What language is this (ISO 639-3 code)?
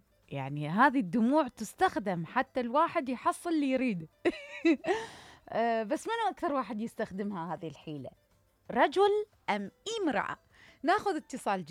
acm